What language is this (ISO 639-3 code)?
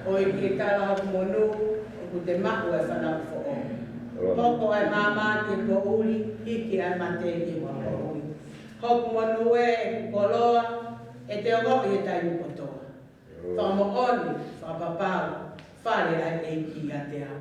ton